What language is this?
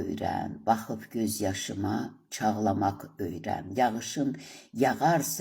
Azerbaijani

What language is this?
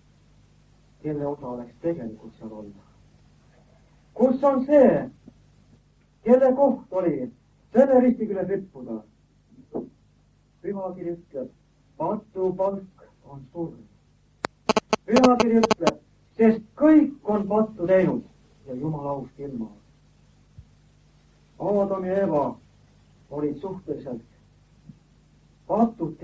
Estonian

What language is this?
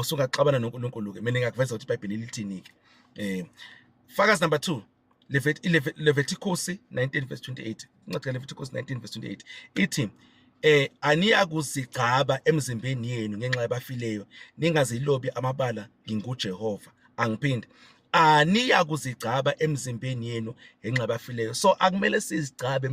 Zulu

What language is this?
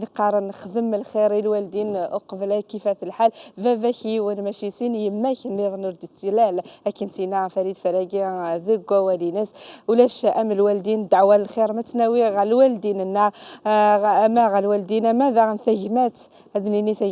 Kabyle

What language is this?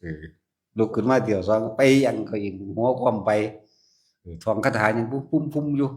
Northeastern Thai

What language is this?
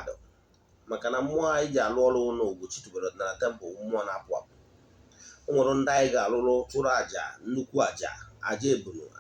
Igbo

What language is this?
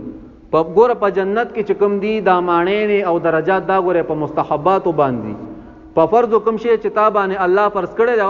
Pashto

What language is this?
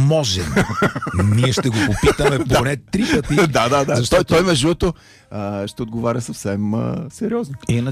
Bulgarian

